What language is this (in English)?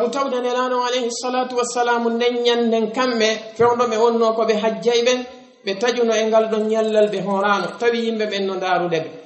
Fula